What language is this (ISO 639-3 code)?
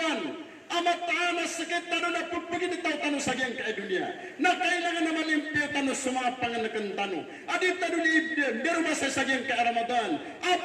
mrw